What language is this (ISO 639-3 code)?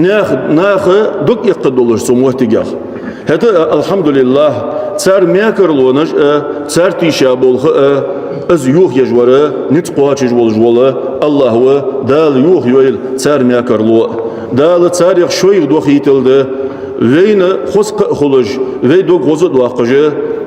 inh